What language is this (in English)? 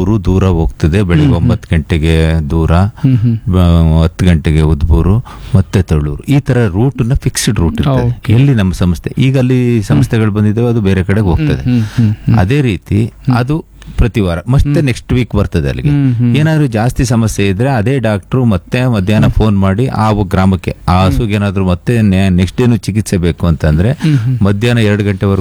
Kannada